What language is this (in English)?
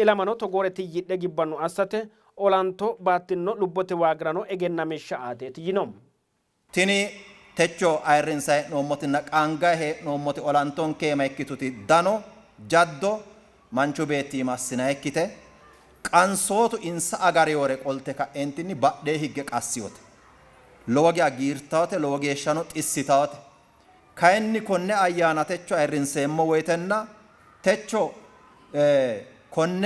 Sidamo